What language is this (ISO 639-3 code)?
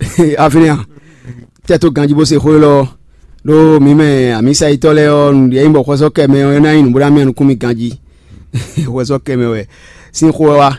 fon